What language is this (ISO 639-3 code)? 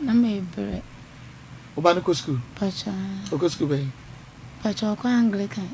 aka